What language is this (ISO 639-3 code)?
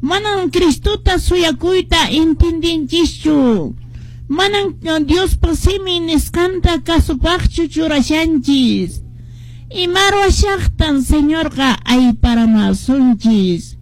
que